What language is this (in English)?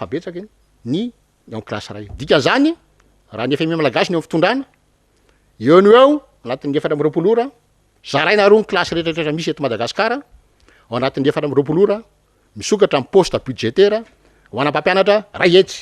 Malagasy